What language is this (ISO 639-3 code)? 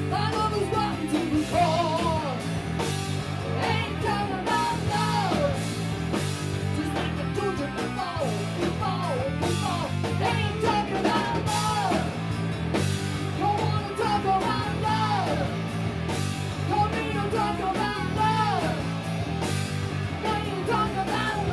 eng